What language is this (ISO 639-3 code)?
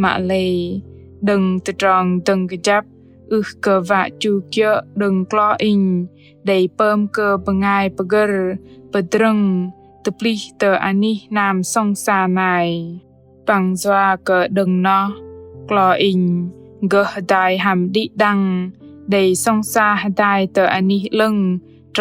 bdq